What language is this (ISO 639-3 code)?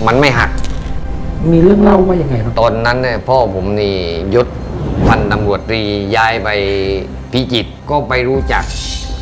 tha